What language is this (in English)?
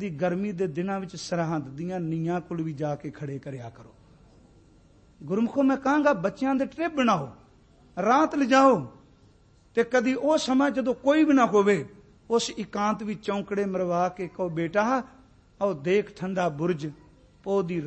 Punjabi